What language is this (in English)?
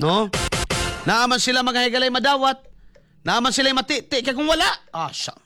Cebuano